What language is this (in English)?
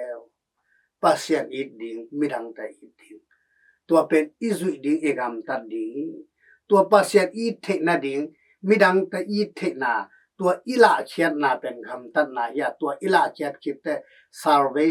Tedim Chin